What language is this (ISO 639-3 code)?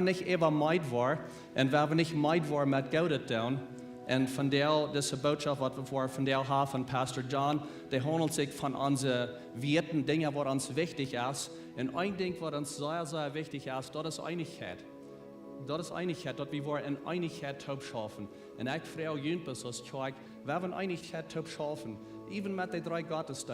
pdt